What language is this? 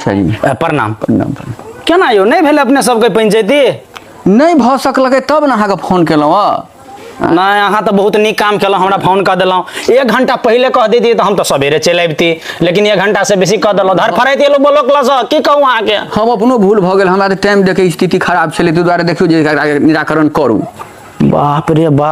Maithili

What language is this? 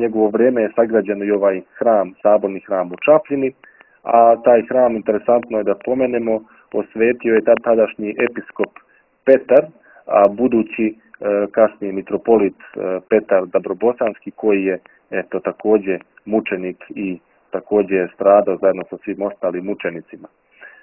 Serbian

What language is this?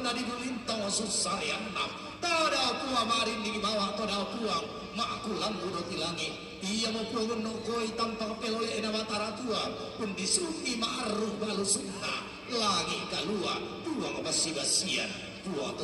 Toraja-Sa'dan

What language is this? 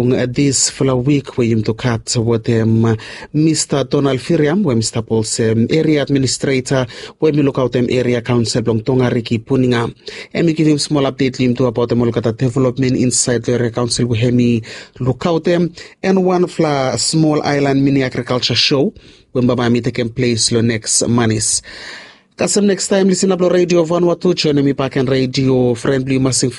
Bislama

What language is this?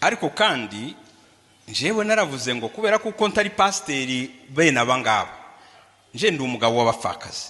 Rundi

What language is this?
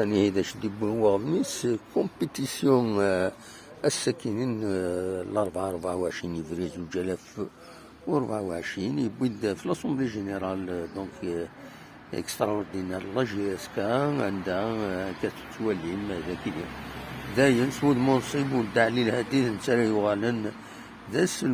Kabyle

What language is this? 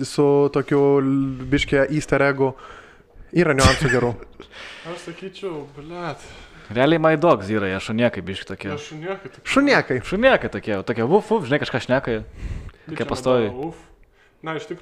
Lithuanian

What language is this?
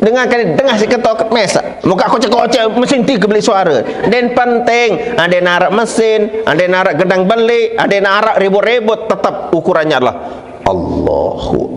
Sasak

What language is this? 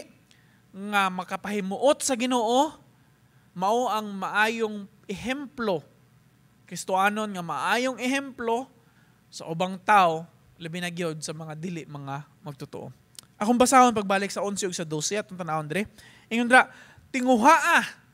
Cebuano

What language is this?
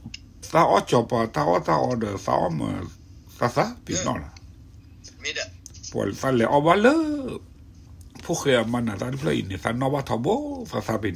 S'gaw Karen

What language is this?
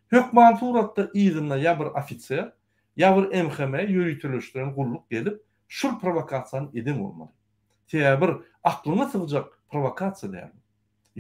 Turkmen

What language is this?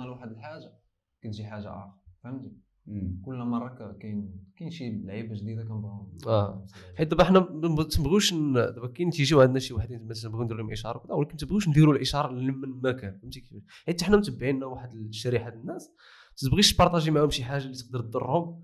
Moroccan Arabic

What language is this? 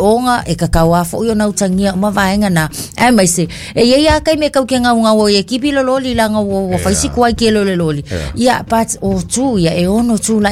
Samoan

